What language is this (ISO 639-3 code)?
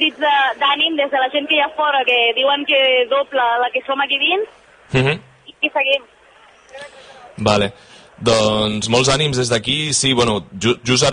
cat